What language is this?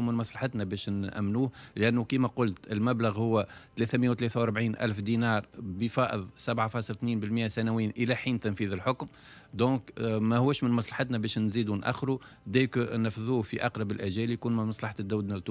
Tunisian Arabic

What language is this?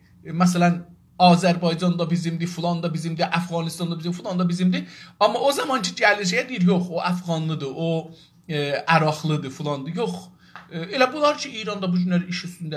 South Azerbaijani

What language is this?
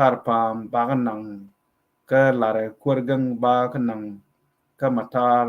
Nuer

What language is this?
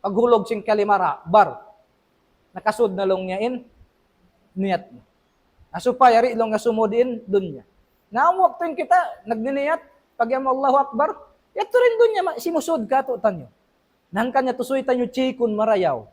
Tausug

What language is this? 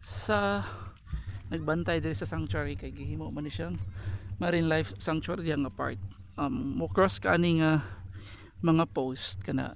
Cebuano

